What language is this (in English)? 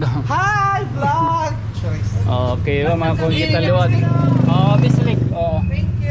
Waray